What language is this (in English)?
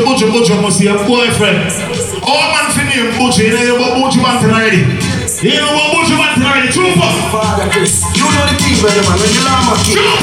Jamaican Creole English